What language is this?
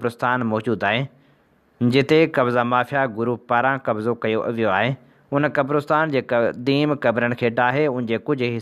Sindhi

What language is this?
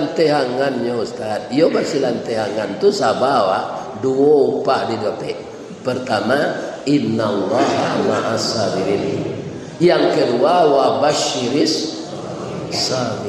Minangkabau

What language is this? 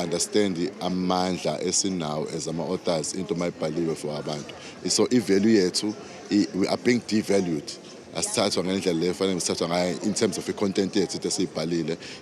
Zulu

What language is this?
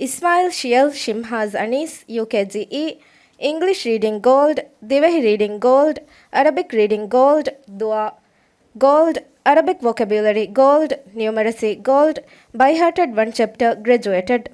Divehi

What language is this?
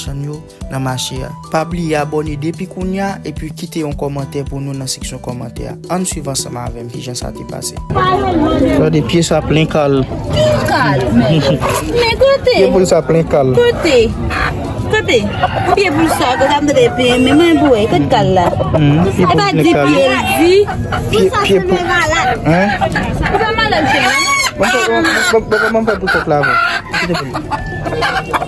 Haitian Creole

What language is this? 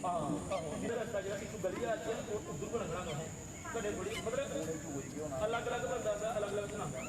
Dogri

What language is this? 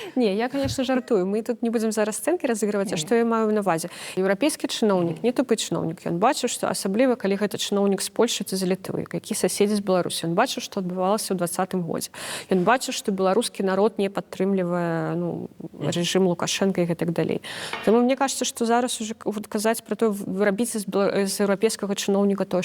Belarusian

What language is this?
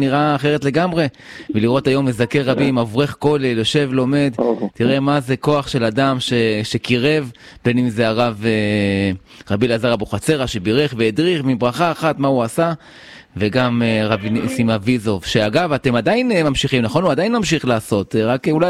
Hebrew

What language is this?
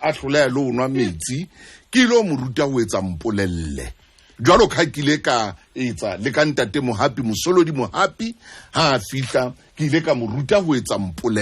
Southern Sotho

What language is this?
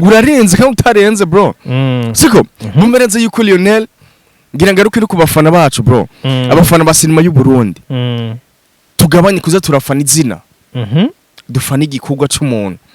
Rundi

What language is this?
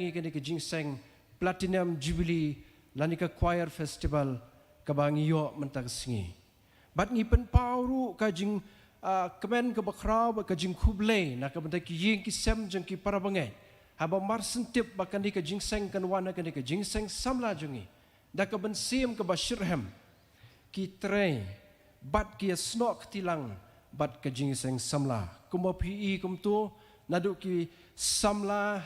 Khasi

